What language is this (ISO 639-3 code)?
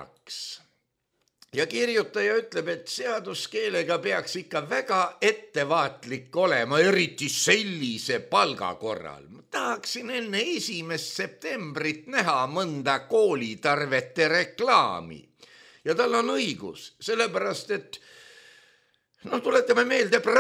est